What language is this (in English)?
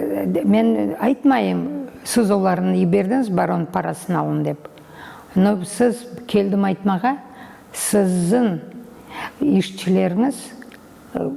Crimean Tatar